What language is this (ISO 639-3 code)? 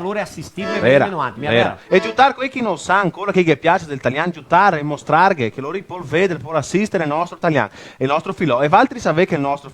vec